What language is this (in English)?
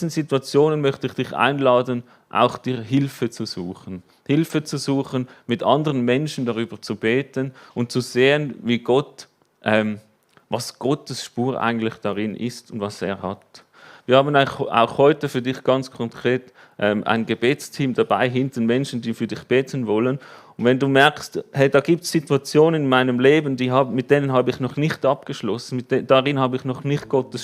Swiss German